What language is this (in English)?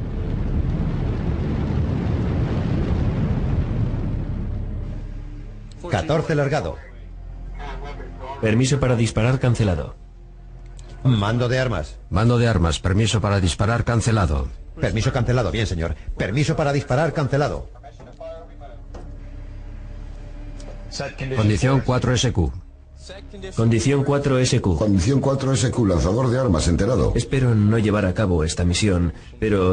Spanish